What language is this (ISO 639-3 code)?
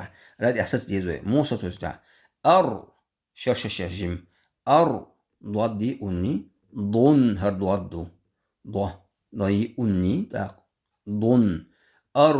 che